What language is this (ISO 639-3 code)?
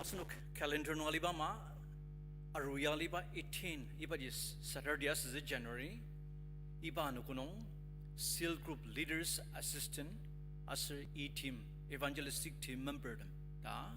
njo